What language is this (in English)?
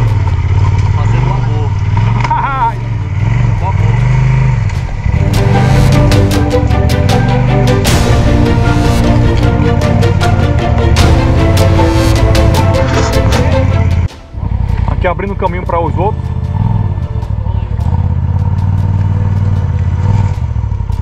Portuguese